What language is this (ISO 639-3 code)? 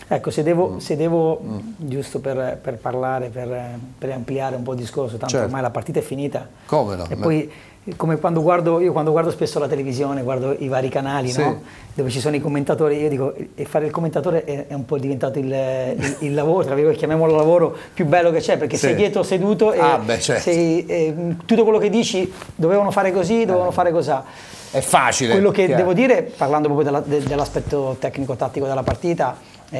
ita